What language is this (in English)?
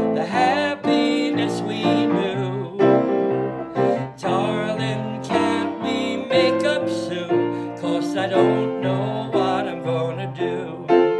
English